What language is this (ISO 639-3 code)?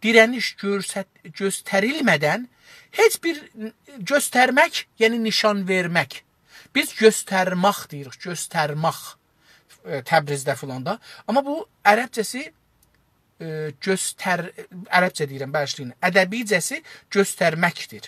azb